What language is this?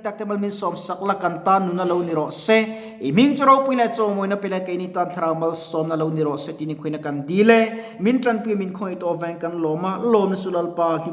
Mizo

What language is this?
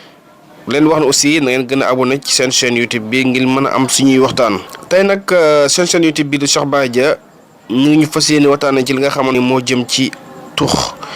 Wolof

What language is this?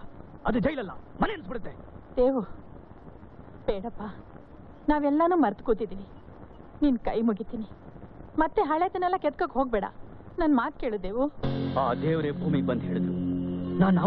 Kannada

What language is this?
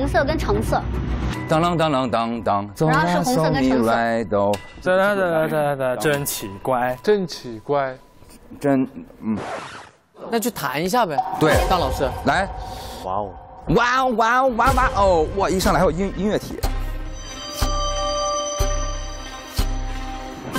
Chinese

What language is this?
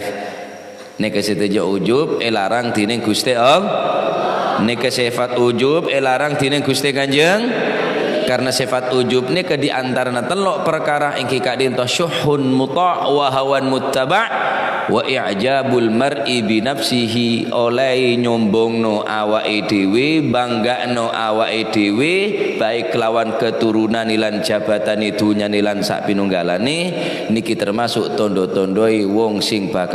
Madurese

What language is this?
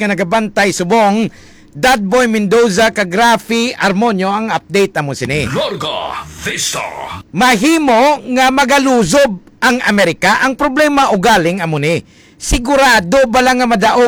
Hiligaynon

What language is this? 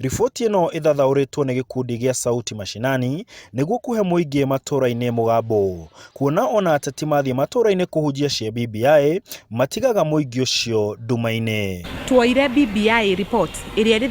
Kikuyu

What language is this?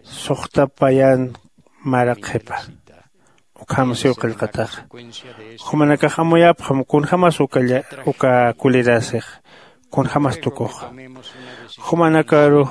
Aymara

